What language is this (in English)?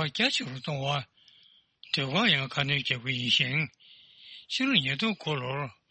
Tibetan